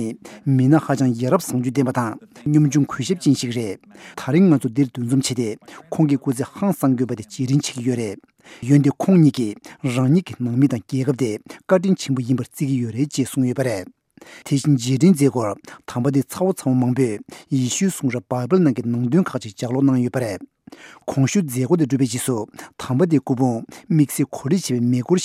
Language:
Tibetan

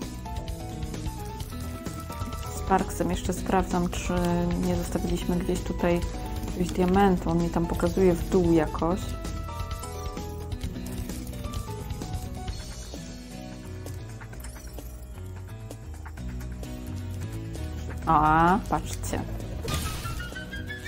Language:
Polish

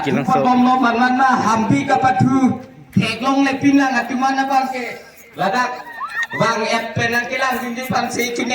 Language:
Karbi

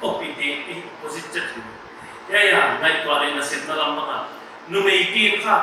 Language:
Paite Chin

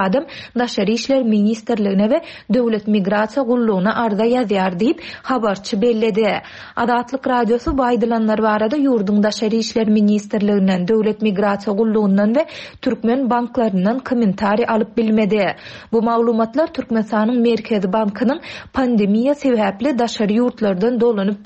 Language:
Turkmen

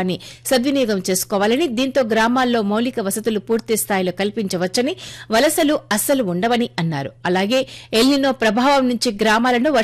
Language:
Telugu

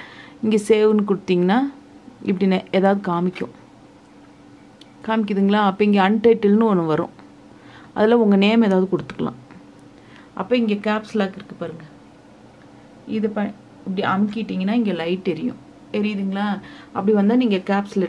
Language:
Tamil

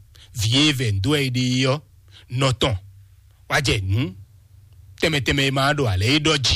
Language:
Fon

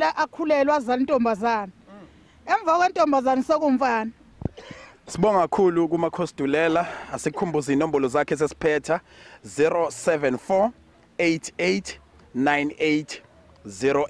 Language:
Zulu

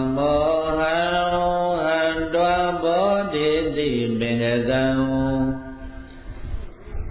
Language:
Burmese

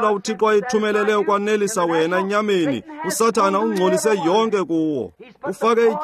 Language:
Xhosa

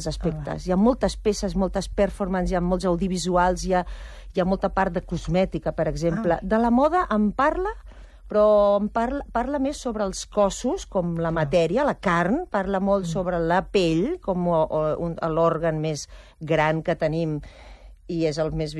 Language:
Catalan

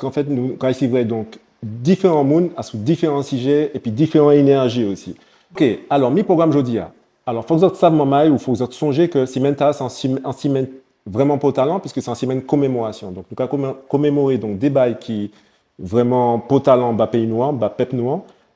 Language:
Guadeloupean Creole French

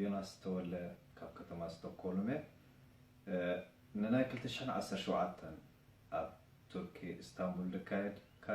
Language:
Tigrinya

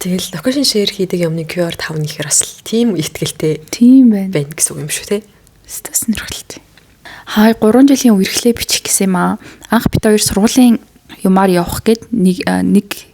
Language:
Mongolian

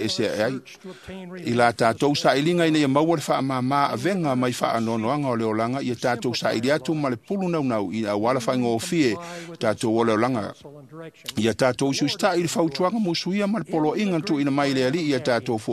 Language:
Samoan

